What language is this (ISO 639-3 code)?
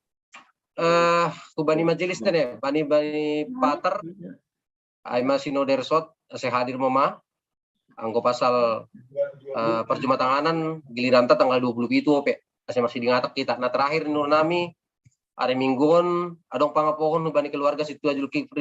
bts